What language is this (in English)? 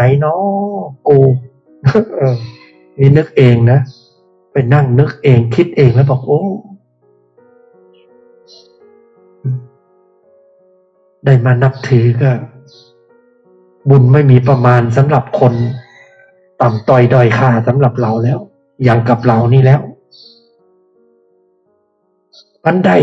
Thai